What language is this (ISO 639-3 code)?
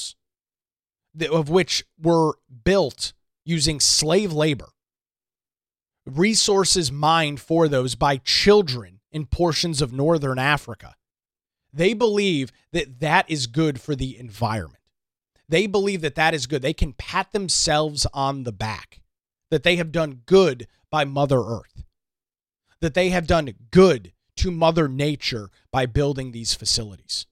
eng